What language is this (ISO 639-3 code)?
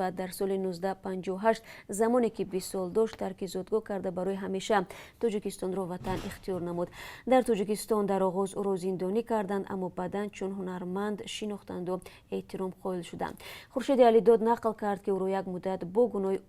tgk